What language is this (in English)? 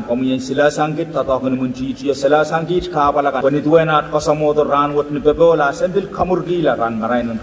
Pohnpeian